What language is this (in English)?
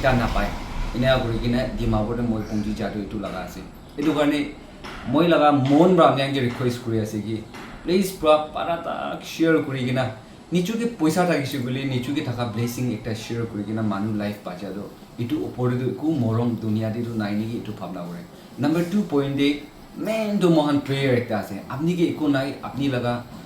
Naga Pidgin